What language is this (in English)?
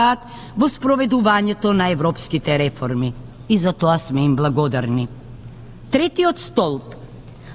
Macedonian